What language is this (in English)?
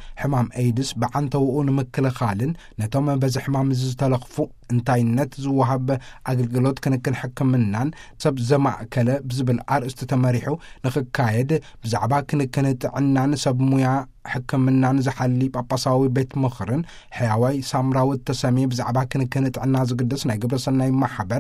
Tigrinya